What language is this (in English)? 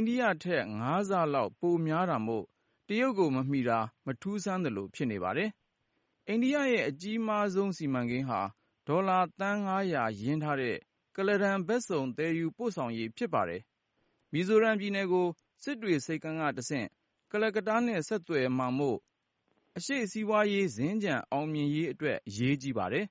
Burmese